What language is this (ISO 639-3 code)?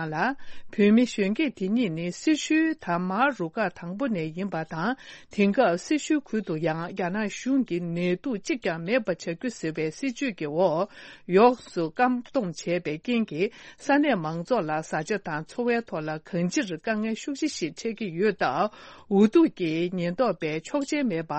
bod